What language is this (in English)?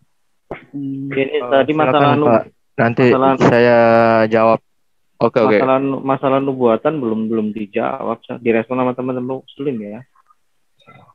Indonesian